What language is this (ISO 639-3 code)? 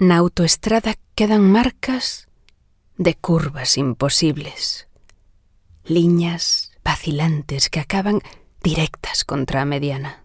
glg